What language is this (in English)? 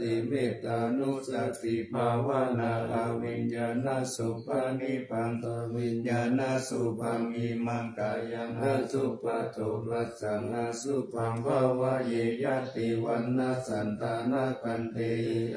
Pali